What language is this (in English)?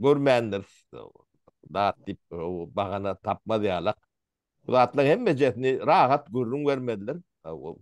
Turkmen